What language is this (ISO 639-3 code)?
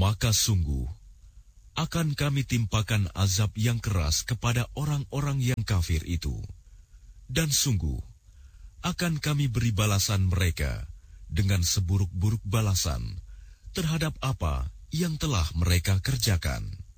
ind